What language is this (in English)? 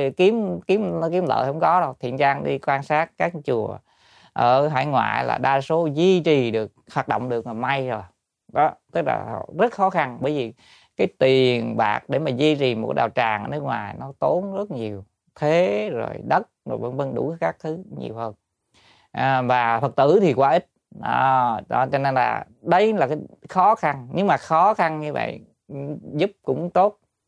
Vietnamese